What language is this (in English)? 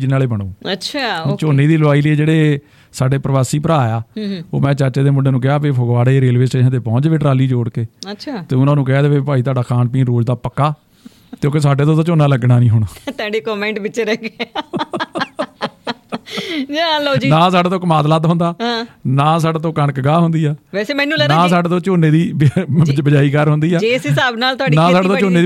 Punjabi